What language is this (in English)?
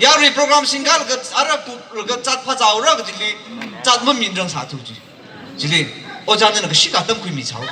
Tangkhul Naga (India)